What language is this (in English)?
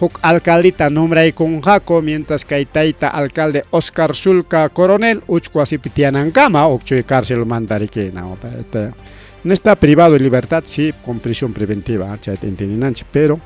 Ayacucho Quechua